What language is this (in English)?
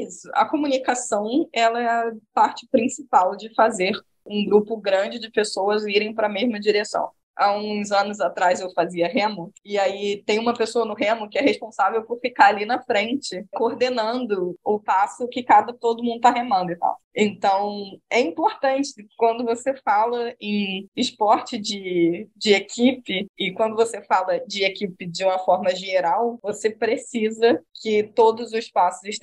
Portuguese